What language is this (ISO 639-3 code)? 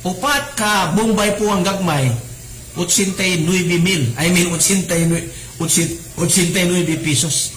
ceb